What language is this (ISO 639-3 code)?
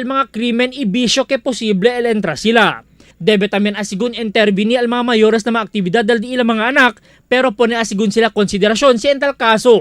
cbk